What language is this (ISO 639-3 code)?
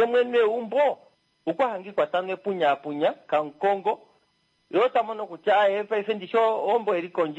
kua